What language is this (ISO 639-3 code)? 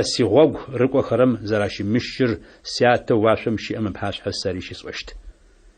ady